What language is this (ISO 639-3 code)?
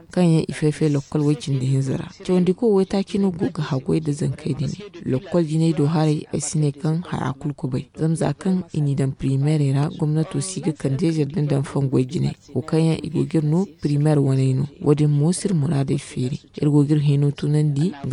dje